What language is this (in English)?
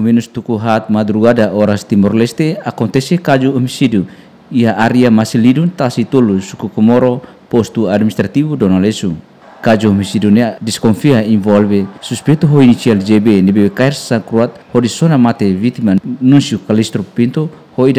Tetum